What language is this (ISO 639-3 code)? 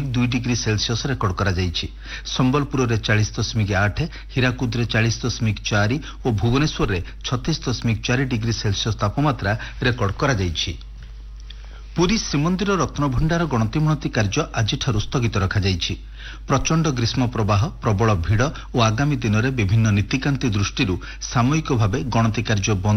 ori